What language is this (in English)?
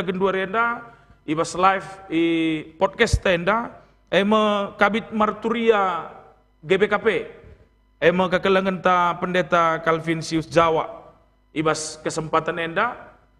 Batak Karo